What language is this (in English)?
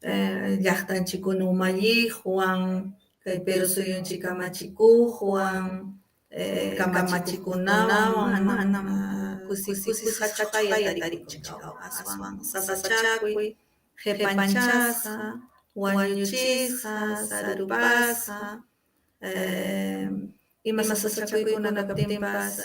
Ayacucho Quechua